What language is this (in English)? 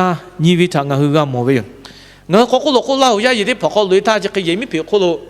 Lahu